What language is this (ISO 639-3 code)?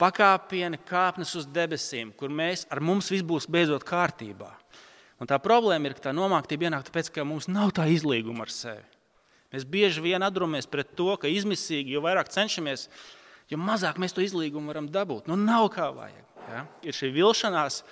lav